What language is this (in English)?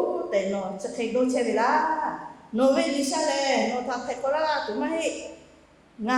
Lahu